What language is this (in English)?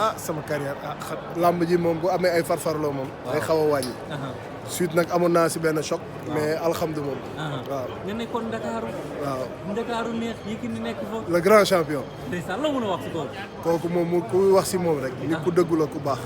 Wolof